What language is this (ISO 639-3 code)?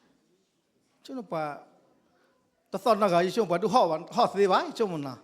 ksw